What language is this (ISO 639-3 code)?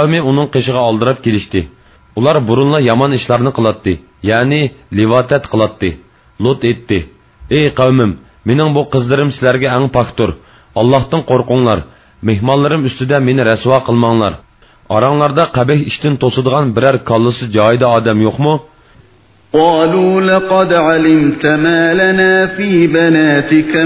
uig